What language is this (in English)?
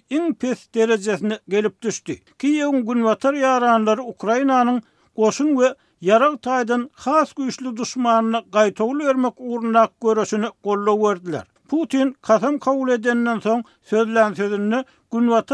Turkmen